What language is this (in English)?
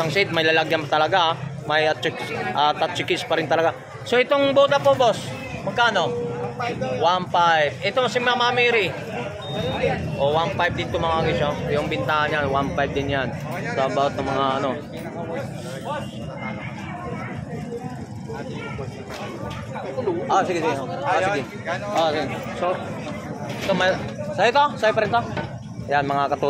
Filipino